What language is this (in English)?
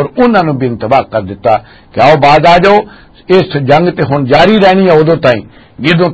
Western Panjabi